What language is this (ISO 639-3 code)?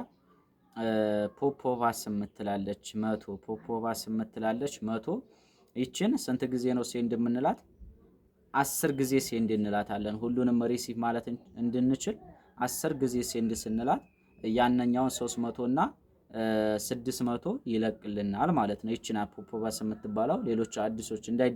amh